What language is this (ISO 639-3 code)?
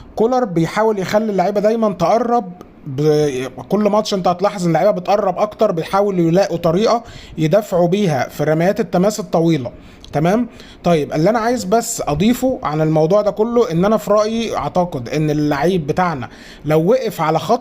arz